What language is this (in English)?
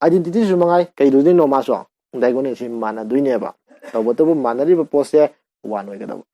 Manipuri